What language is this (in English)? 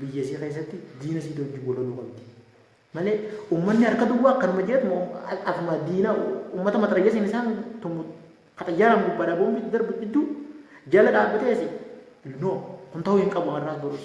Oromo